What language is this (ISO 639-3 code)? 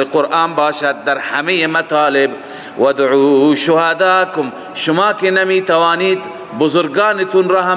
fas